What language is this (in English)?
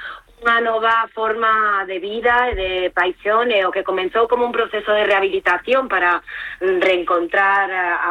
Galician